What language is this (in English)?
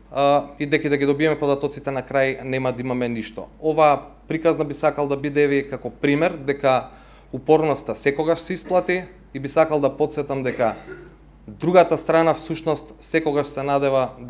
Macedonian